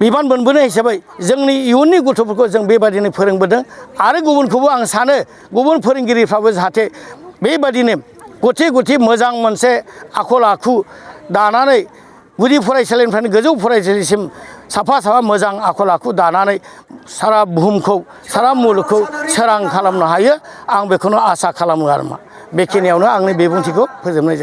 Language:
Bodo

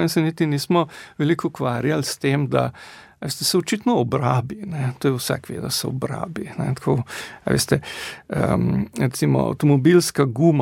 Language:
Slovenian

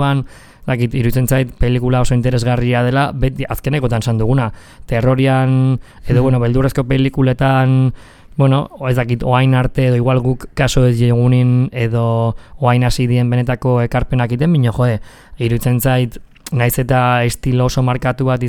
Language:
Basque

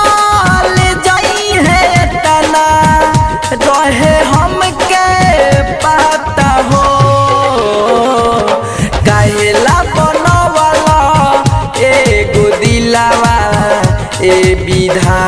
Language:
Bhojpuri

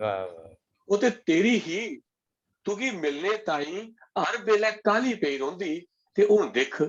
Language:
Dogri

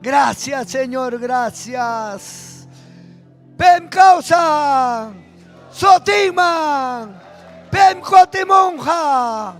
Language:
Ayacucho Quechua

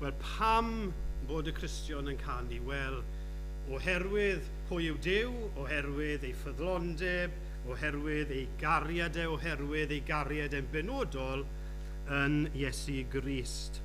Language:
Welsh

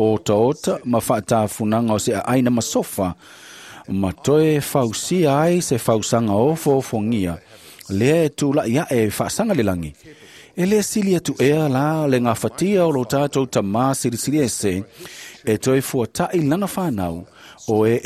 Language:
Samoan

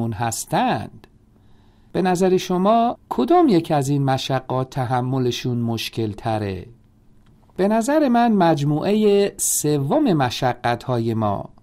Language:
Persian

